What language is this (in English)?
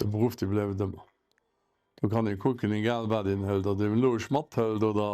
Luxembourgish